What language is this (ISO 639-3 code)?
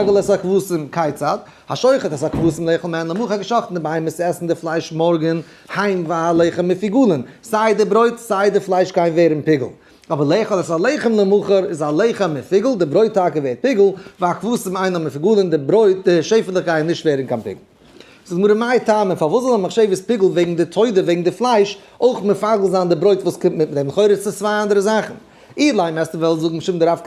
yid